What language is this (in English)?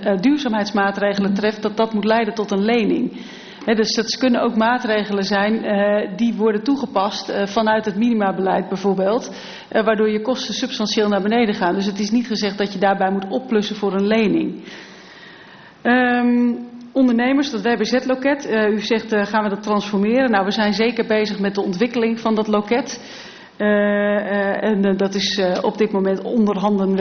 Dutch